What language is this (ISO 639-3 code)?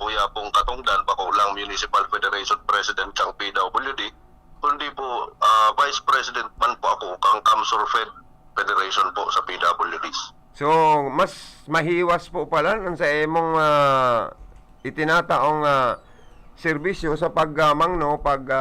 bik